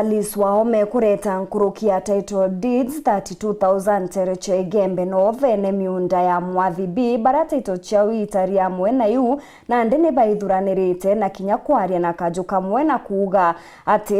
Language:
Meru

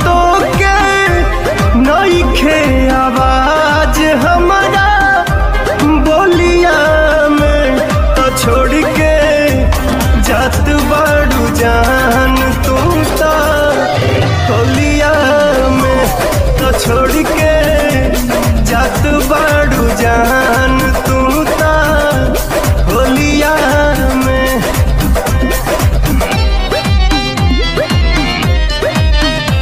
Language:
Bhojpuri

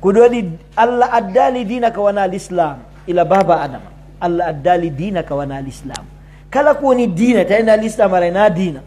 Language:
Pular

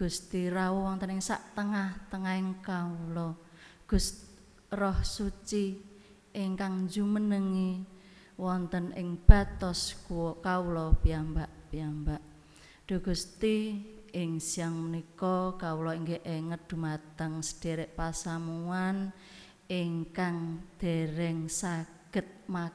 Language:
Javanese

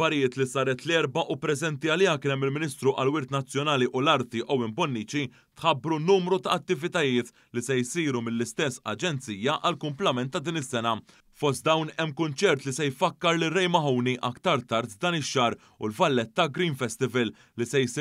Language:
Maltese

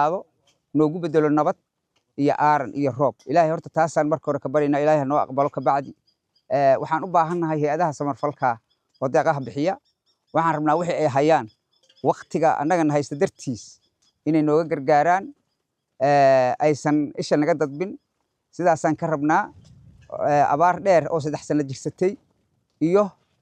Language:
Somali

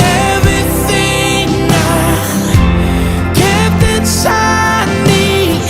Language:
Fijian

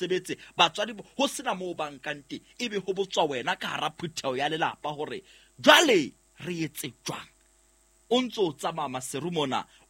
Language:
Southern Sotho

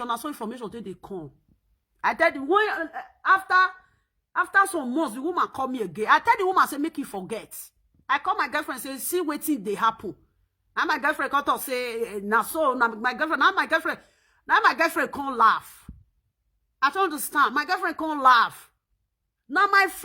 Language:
Nigerian Pidgin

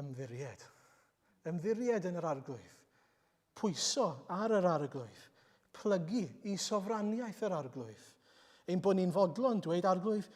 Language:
Welsh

